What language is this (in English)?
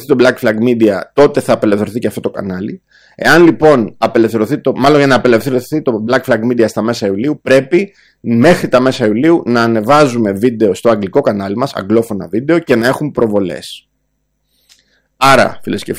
Greek